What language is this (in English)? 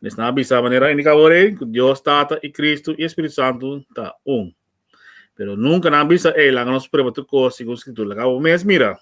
Papiamento